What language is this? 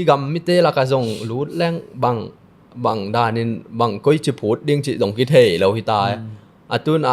Tedim Chin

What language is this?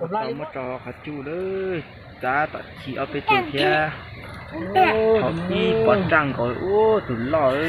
Hmong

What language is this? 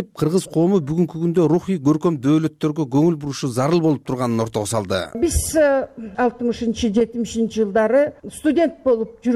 Kyrgyz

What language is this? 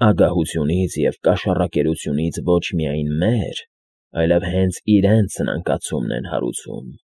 Armenian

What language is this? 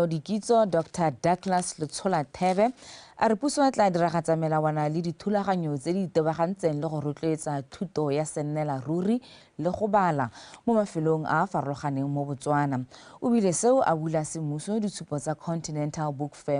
Tswana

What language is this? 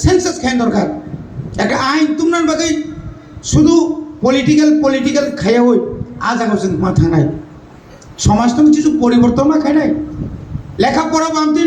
Kok Borok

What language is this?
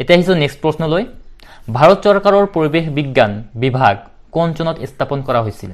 Assamese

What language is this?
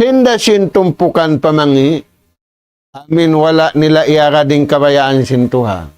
Tausug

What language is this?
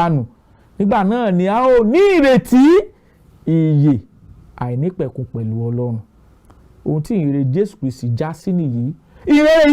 Yoruba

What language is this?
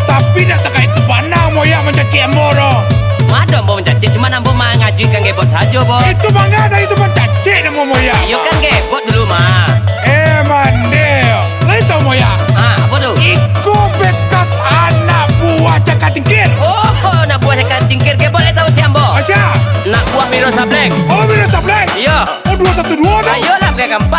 Minangkabau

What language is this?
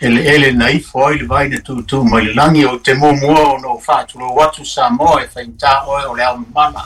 Samoan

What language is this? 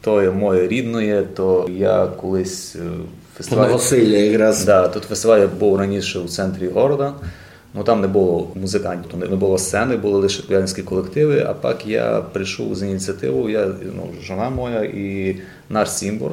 Rusyn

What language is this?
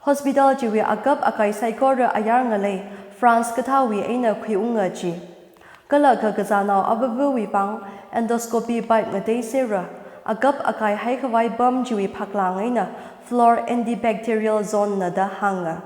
Tangkhul Naga (India)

